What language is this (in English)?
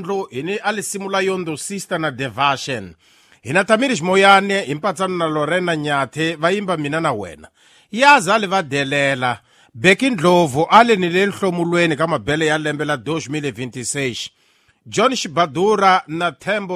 Tsonga